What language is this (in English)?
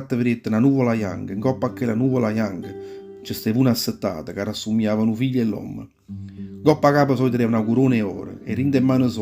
Neapolitan